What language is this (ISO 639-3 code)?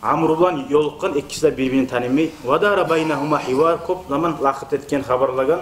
kum